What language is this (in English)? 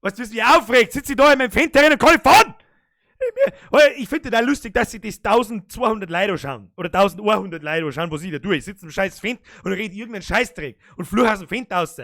Bavarian